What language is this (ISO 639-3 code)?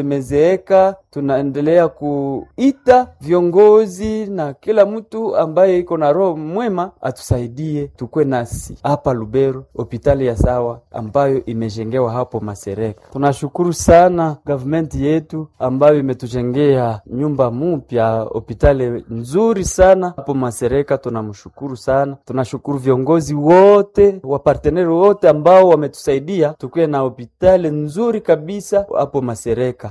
swa